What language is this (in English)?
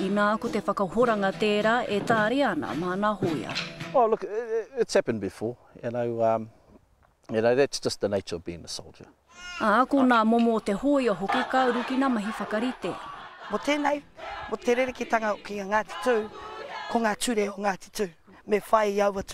Māori